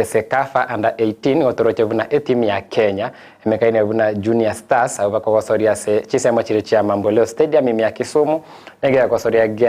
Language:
Gusii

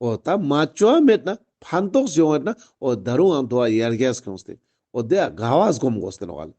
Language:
Ladakhi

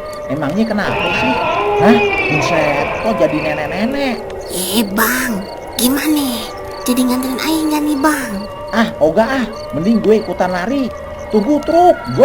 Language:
Betawi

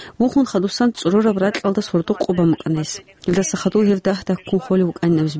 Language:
Avaric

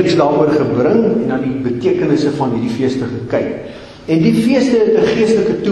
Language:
Afrikaans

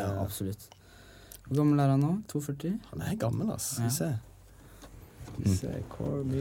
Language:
Norwegian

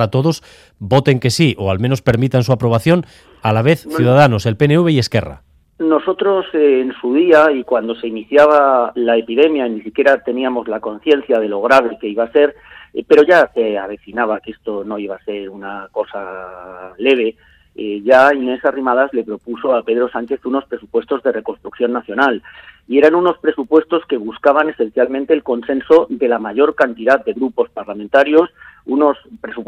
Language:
Spanish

